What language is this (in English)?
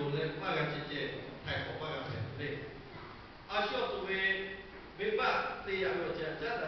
Lahu